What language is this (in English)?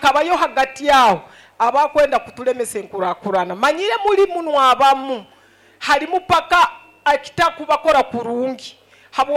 Nyoro